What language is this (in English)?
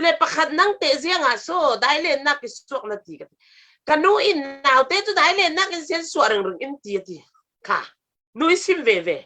Falam Chin